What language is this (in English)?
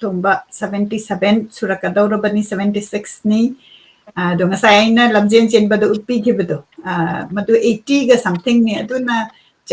Manipuri